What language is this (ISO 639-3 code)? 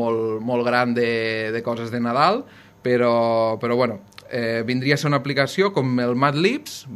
cat